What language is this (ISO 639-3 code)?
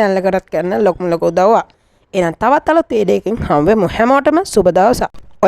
sin